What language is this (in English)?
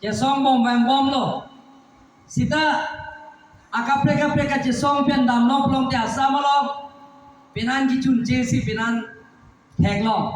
Karbi